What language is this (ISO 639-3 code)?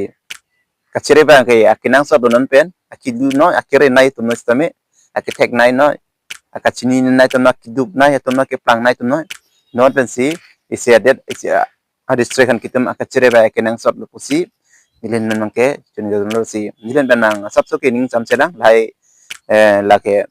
mjw